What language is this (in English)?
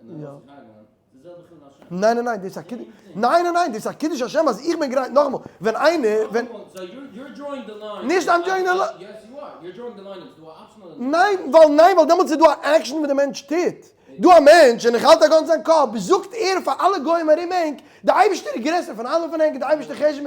Yiddish